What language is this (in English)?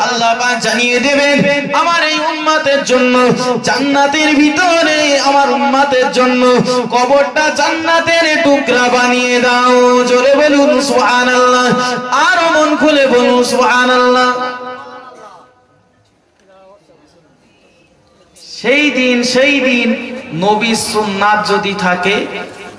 Bangla